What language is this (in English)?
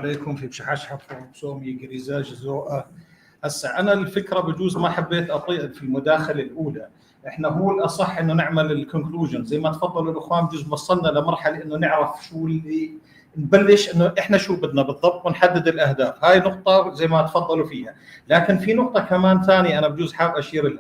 North Levantine Arabic